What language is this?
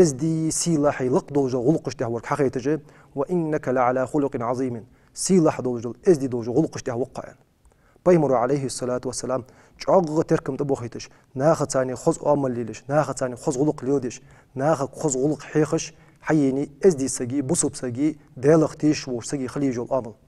Ingush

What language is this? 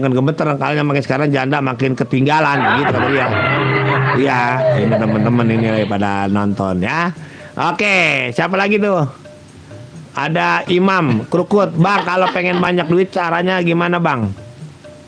Betawi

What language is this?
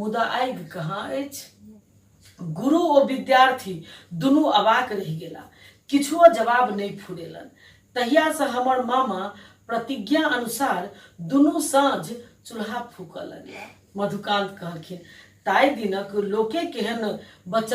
Maithili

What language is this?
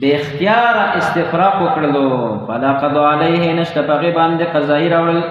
Pashto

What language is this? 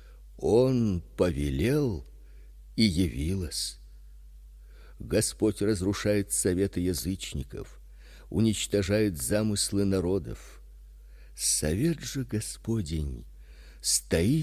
Russian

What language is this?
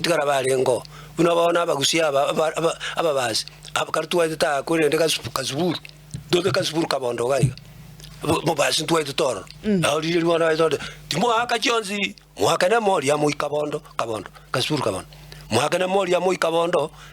Gusii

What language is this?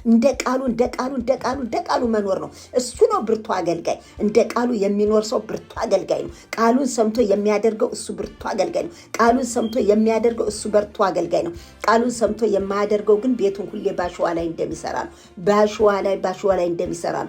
Amharic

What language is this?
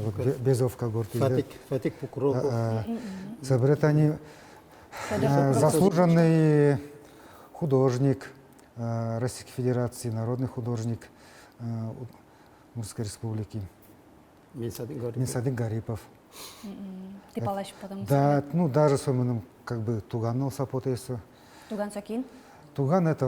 Udmurt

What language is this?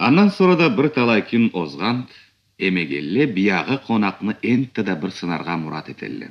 Karachay-Balkar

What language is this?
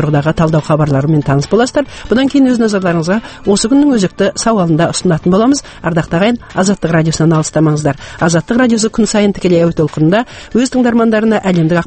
Kazakh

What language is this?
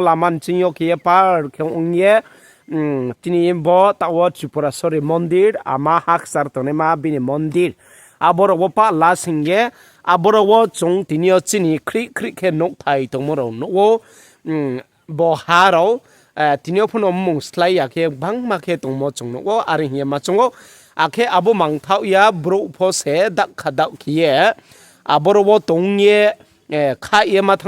Riang (India)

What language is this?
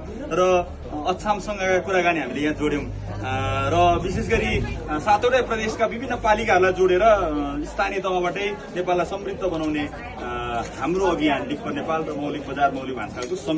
Nepali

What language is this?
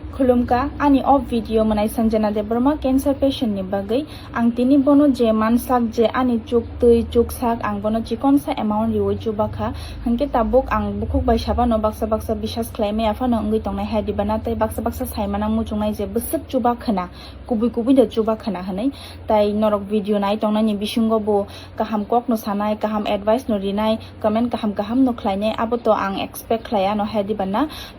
Kok Borok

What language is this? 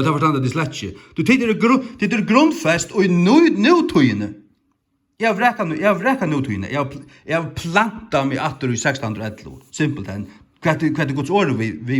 Faroese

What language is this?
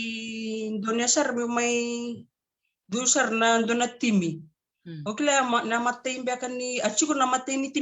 Fijian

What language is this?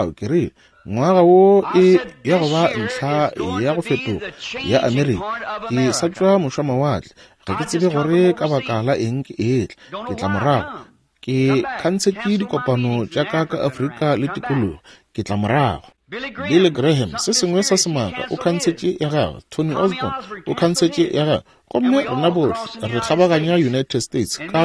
Northern Sotho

